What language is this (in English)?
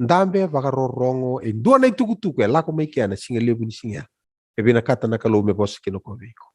Fijian